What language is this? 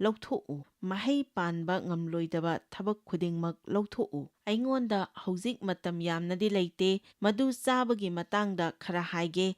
Manipuri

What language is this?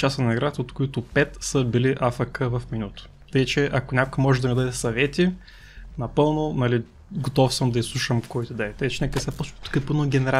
Bulgarian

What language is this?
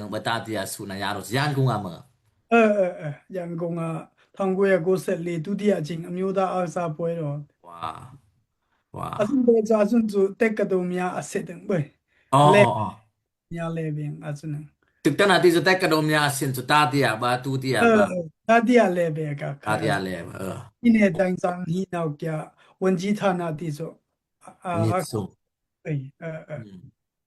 Daai Chin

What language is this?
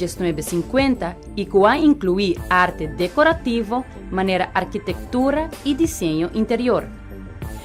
Papiamento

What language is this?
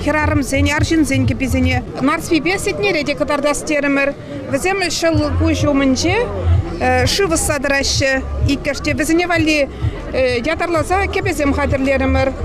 Chuvash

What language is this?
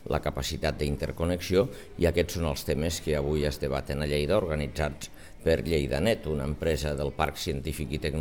Catalan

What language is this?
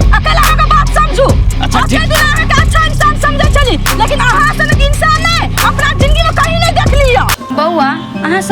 Maithili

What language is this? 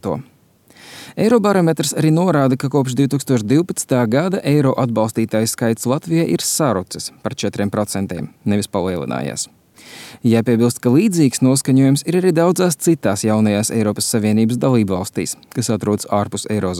Latvian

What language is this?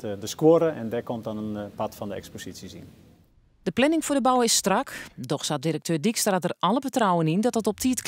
Western Frisian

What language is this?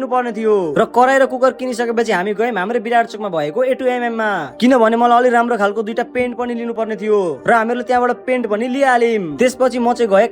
Nepali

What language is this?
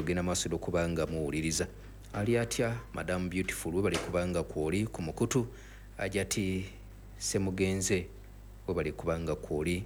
Ganda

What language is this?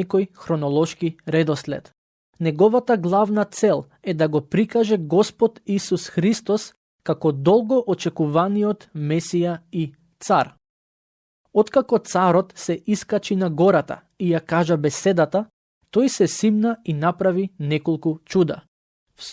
Macedonian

